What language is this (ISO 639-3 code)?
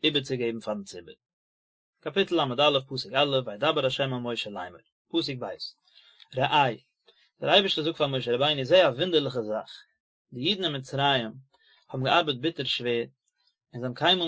yid